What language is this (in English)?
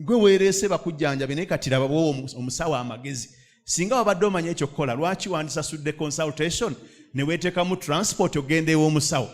Ganda